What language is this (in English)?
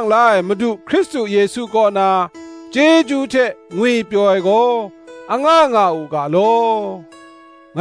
Kachin